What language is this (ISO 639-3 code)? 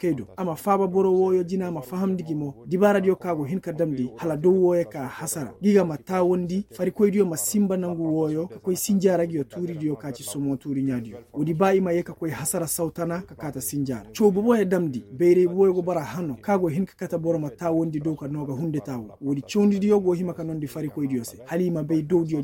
ses